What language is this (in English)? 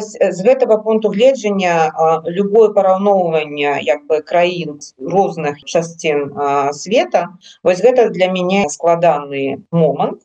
Belarusian